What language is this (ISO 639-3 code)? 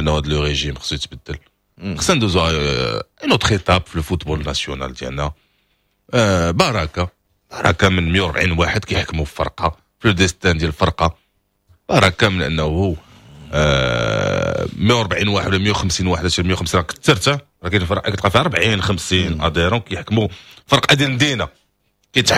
ary